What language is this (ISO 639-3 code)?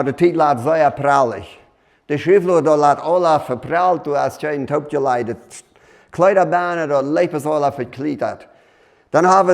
pdt